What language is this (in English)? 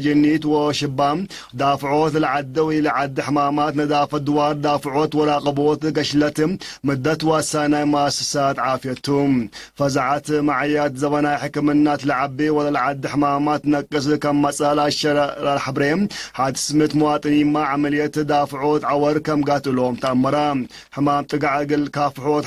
Tigre